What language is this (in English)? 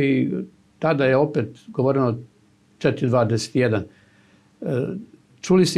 Serbian